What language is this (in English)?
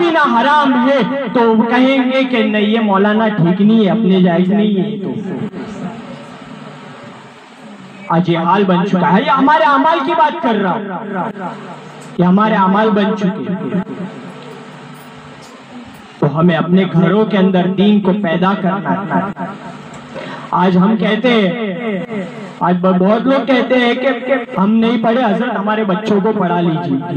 Urdu